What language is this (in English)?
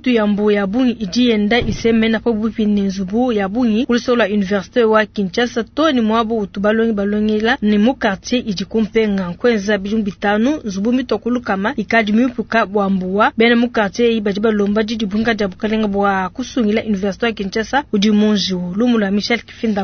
Luba-Lulua